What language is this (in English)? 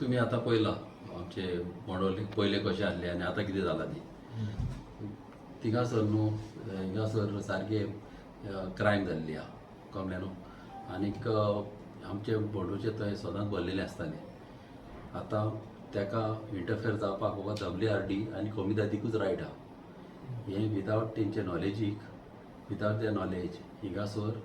Konkani